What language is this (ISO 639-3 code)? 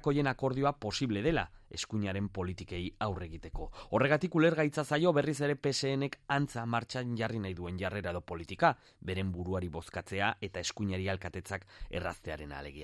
eus